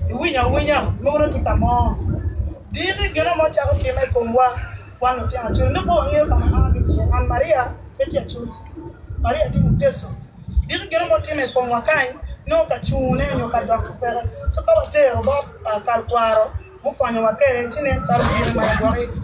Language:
Acoli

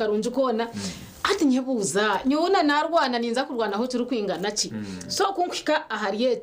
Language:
Nyankole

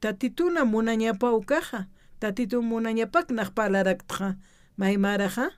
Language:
Aymara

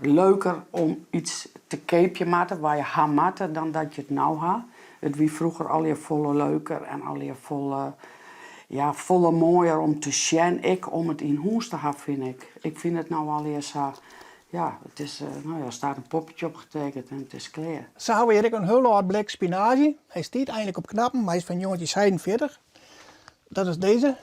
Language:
Western Frisian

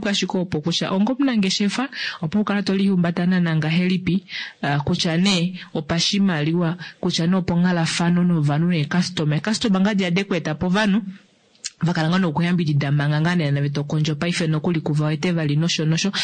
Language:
Kuanyama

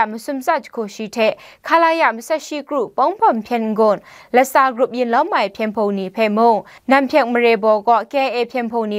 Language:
Kachin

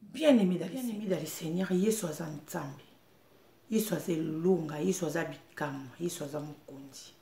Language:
Lingala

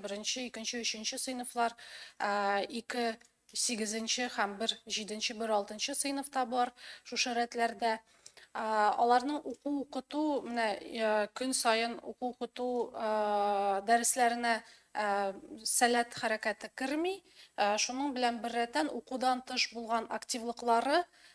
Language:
Tatar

